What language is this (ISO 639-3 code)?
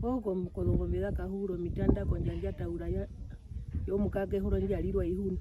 her